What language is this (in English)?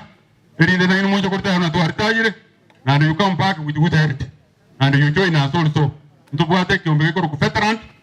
Gusii